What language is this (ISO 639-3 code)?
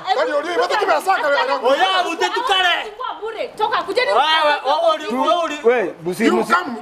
guz